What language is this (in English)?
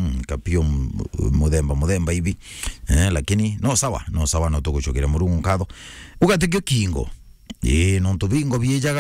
Meru